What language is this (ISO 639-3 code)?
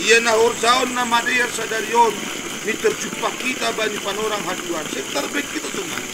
bts